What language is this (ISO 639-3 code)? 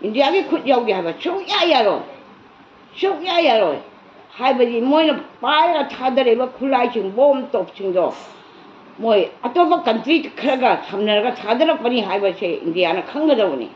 mni